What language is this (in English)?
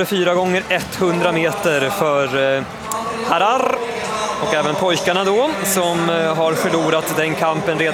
Swedish